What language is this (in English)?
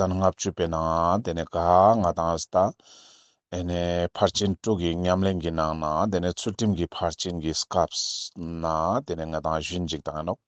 Ladakhi